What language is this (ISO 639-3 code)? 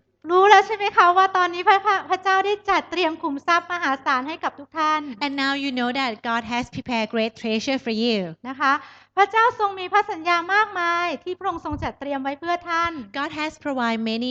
tha